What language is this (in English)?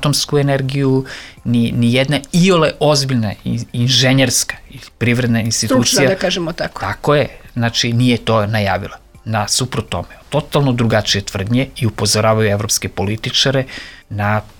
Serbian